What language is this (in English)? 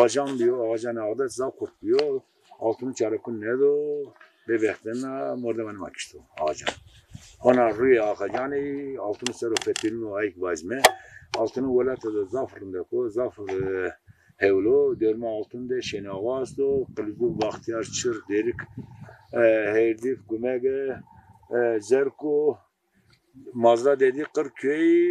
Zaza